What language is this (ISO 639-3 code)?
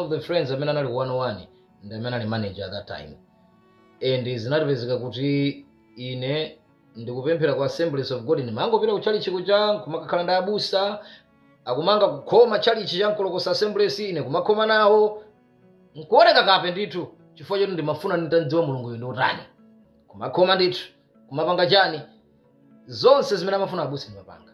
nya